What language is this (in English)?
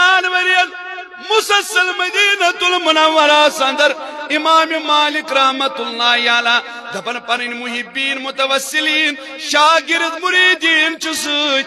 Kashmiri